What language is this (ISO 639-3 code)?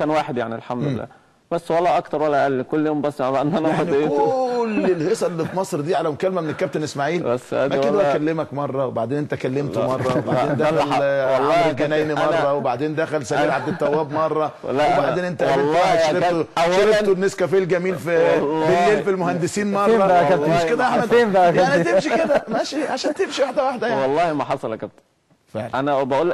arz